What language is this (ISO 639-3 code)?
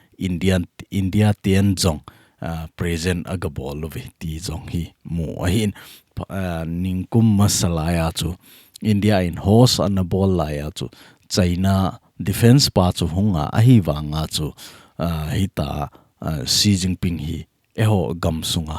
tcz